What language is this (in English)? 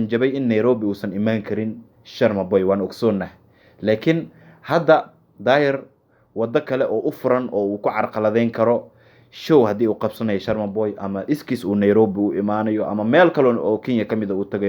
Somali